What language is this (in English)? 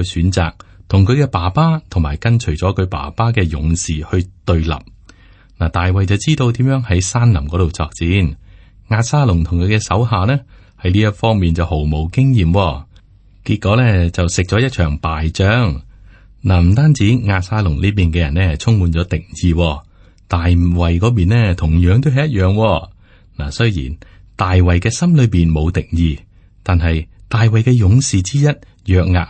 Cantonese